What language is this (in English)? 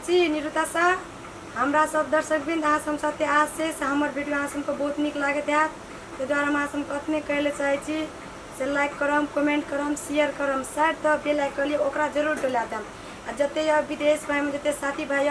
Maithili